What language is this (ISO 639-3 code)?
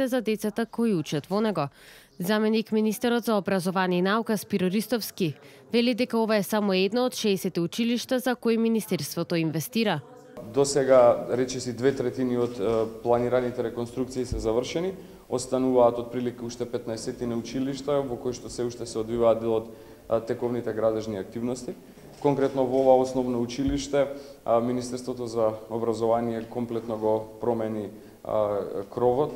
mkd